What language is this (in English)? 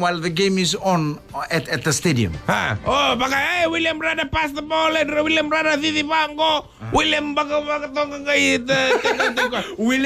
Fijian